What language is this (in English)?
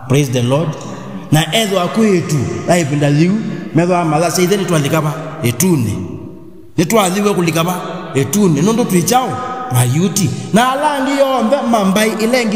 Kamba